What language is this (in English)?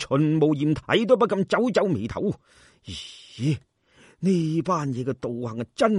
Cantonese